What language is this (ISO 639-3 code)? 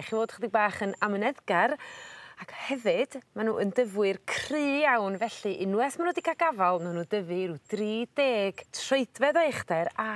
cym